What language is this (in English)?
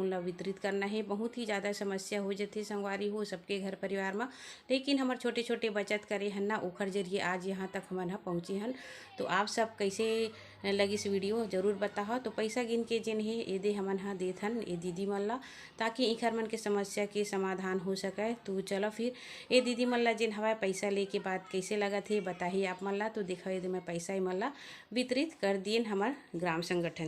Chhattisgarhi